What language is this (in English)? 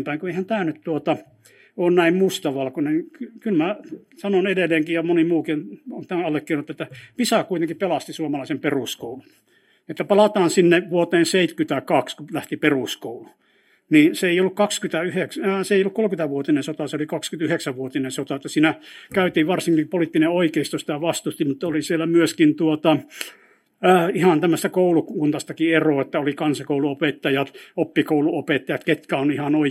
Finnish